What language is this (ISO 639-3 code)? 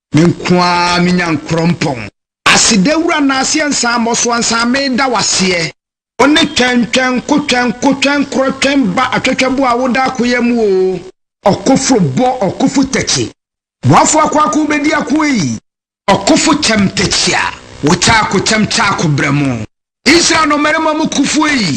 aka